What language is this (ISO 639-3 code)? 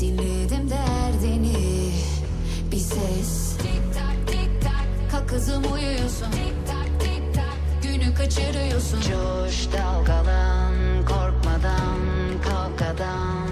kaa